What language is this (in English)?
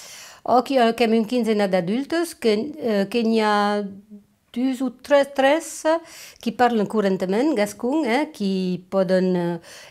Occitan